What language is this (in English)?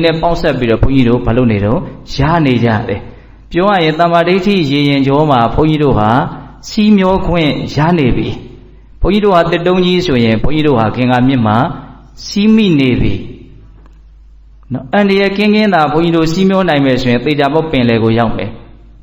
Burmese